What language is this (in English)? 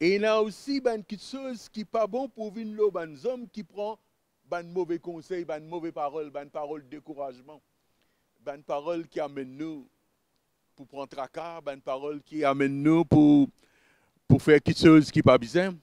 Morisyen